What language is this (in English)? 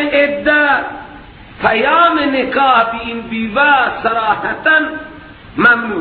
Persian